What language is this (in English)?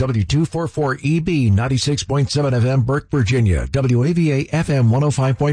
English